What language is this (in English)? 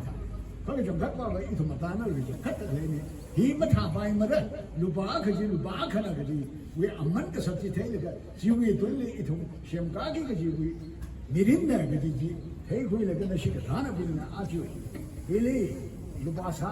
Tangkhul Naga (India)